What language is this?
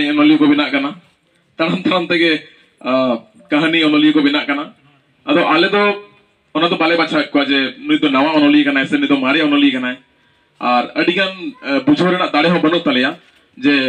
Santali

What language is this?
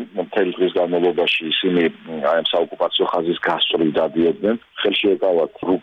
Georgian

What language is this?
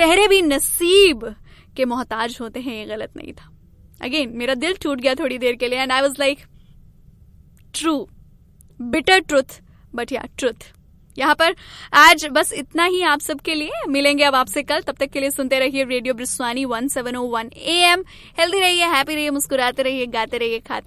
Hindi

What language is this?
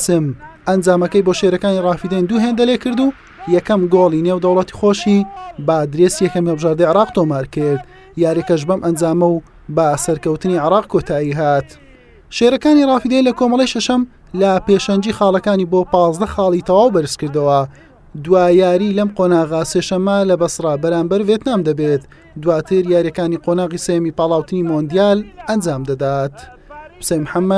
Central Kurdish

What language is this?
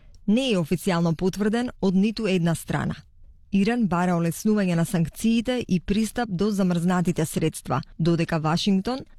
Macedonian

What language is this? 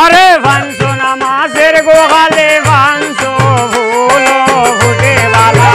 Sylheti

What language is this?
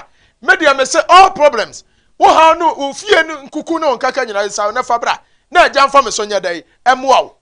Akan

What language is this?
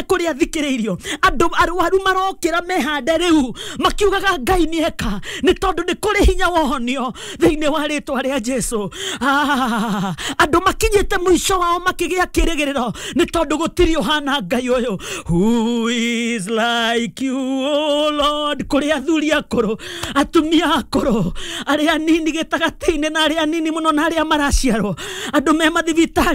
Kikuyu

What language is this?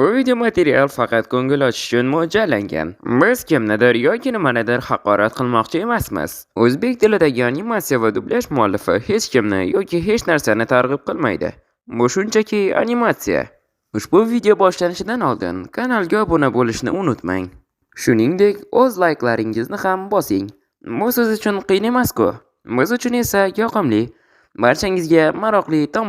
Uzbek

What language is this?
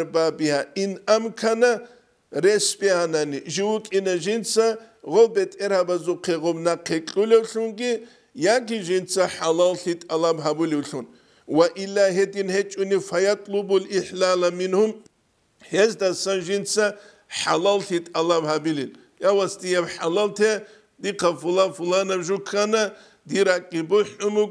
Avaric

